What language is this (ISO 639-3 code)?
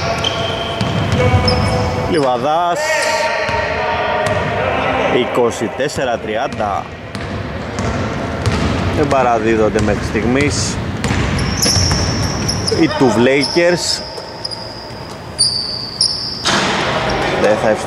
ell